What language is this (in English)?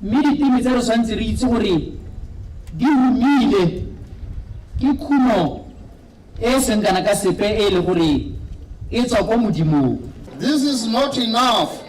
Tswana